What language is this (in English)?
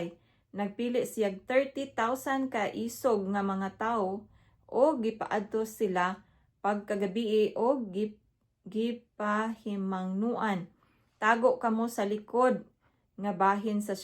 Cebuano